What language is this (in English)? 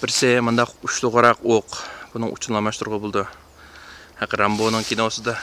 Uyghur